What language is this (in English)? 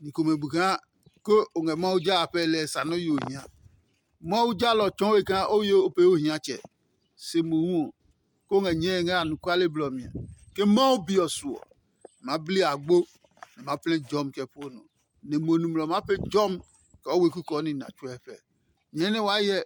Adangme